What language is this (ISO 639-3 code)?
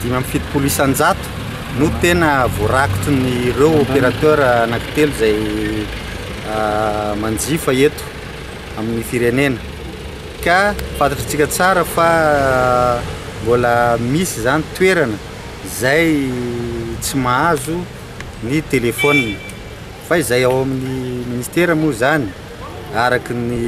mlg